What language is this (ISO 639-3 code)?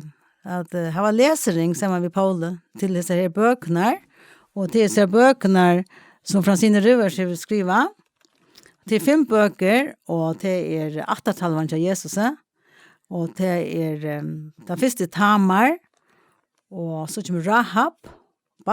fao